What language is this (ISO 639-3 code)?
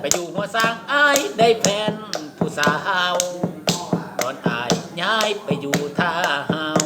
lao